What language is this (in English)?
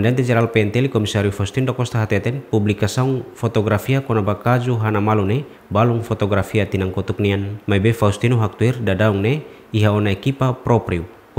Tetum